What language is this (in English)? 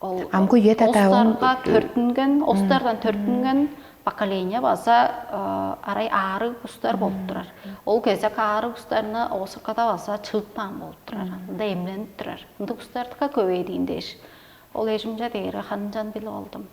Tuvinian